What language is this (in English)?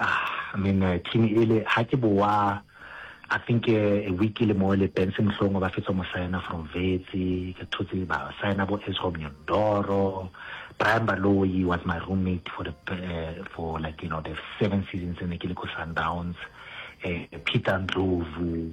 Northern Sotho